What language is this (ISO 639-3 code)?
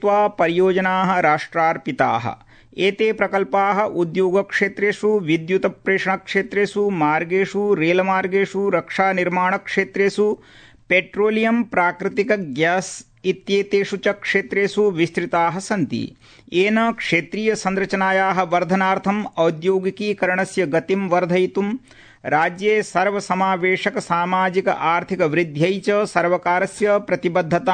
san